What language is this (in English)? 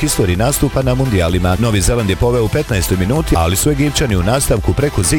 Bosnian